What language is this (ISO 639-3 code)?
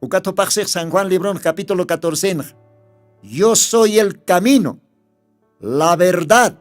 aym